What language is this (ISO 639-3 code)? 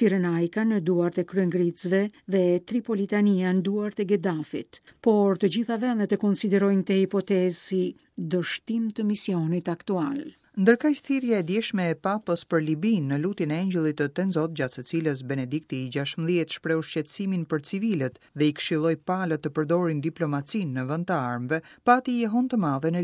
sqi